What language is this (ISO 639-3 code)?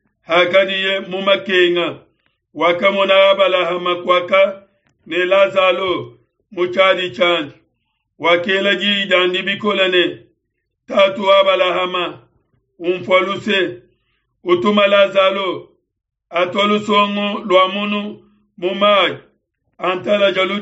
lua